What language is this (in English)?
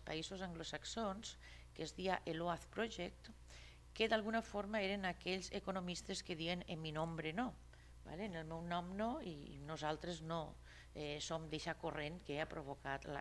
Catalan